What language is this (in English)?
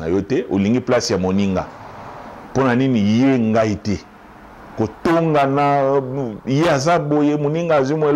Lingala